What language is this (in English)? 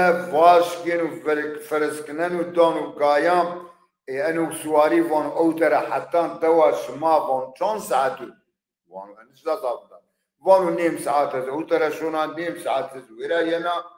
Zaza